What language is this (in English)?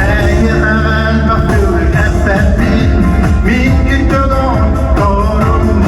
Yakut